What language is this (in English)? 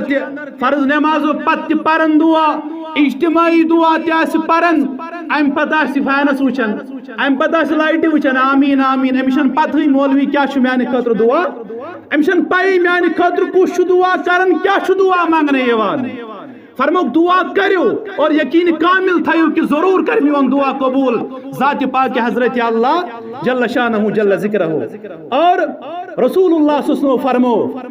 Kashmiri